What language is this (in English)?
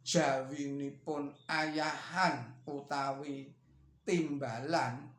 Javanese